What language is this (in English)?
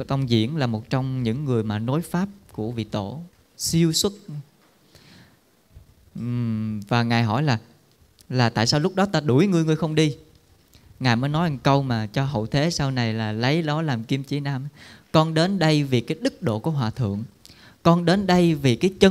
Vietnamese